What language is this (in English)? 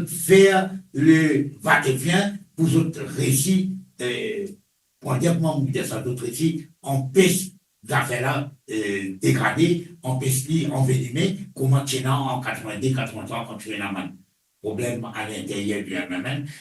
Morisyen